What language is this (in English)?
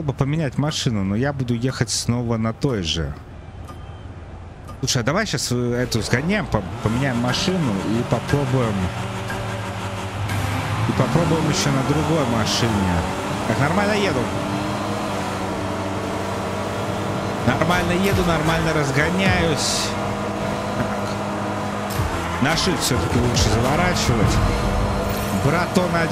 Russian